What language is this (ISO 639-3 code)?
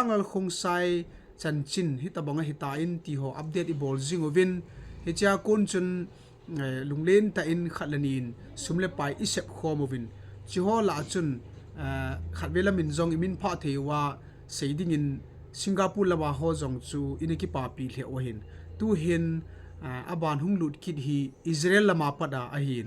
tcz